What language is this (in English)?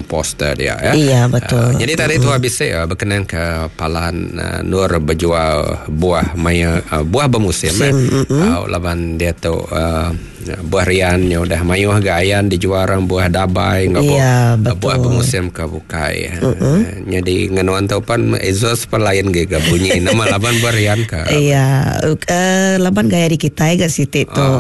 Iban